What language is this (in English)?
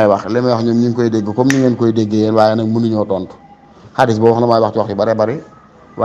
Wolof